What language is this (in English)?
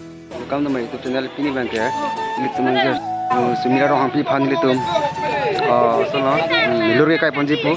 Karbi